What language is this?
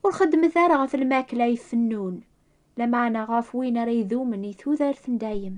Kabyle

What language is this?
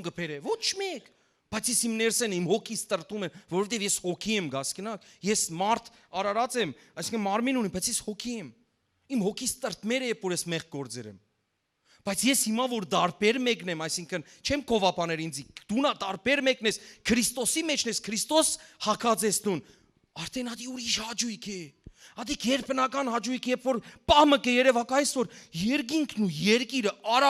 Western Armenian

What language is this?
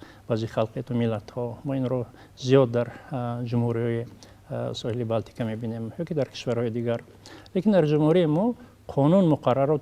Tajik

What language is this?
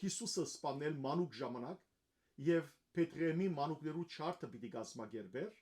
Western Armenian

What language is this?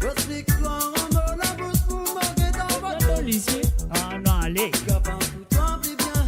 Morisyen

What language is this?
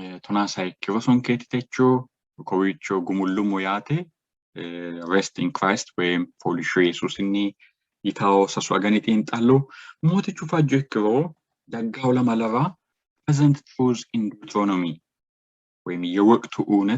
Sidamo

